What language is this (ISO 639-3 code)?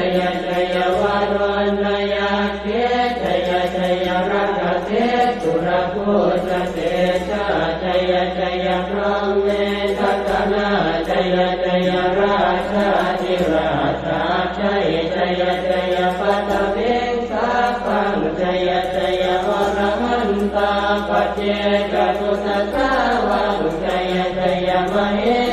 pli